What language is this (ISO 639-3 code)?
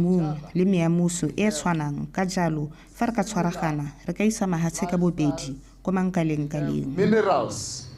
tsn